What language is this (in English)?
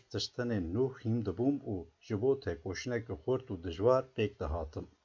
Kurdish